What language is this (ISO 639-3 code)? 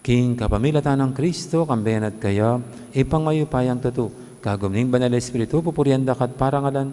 pam